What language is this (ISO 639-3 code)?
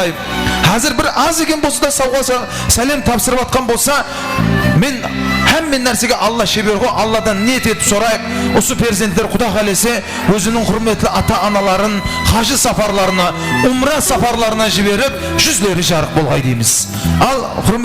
kaa